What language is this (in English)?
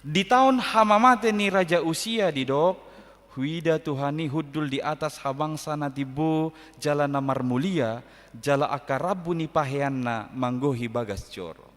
Batak Toba